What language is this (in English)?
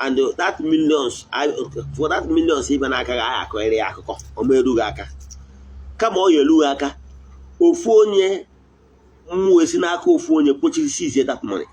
Igbo